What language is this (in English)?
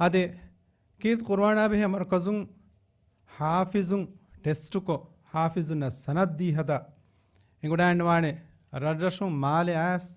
Divehi